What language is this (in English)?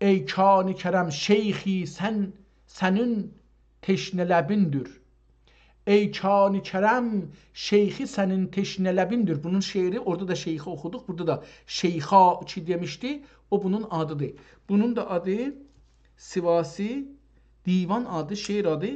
South Azerbaijani